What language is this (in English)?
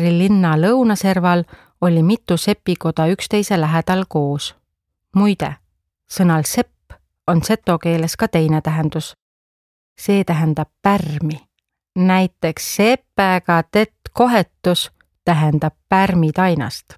Estonian